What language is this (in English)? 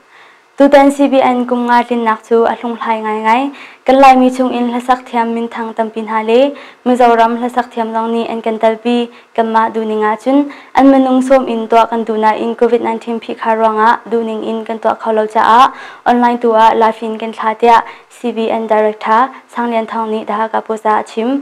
Hakha Chin